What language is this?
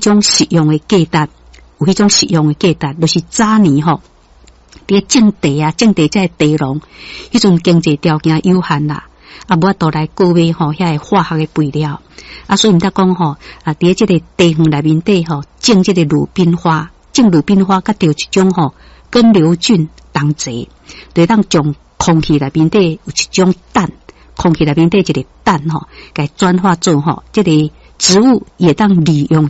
Min Nan Chinese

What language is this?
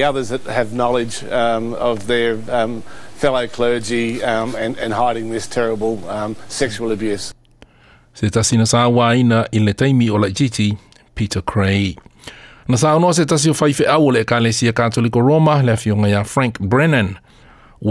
Samoan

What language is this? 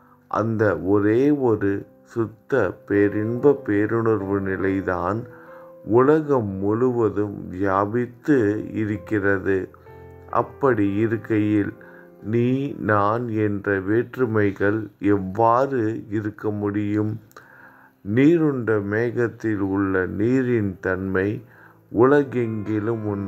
Tamil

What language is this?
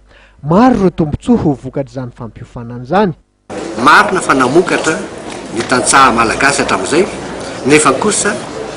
Malagasy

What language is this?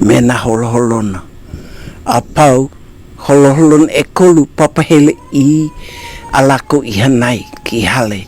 Hawaiian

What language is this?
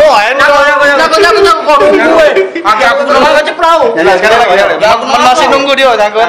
Musi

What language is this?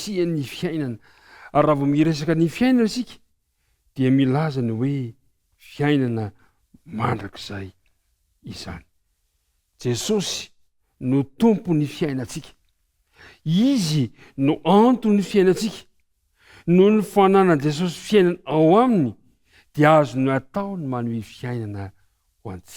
Malagasy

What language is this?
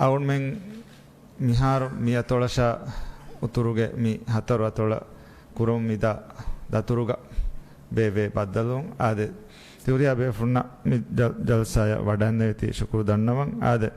Divehi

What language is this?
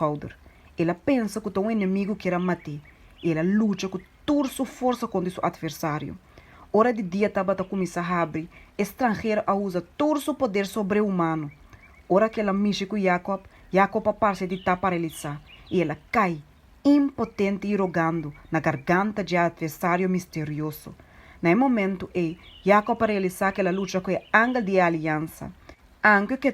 Papiamento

